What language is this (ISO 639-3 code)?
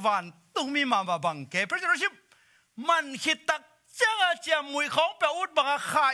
ctd